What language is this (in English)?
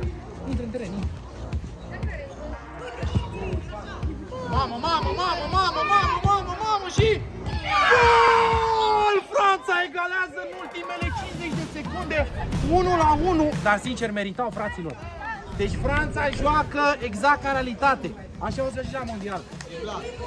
Romanian